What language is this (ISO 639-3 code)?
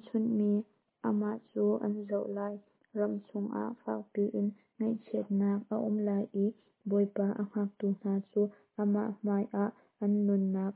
cnh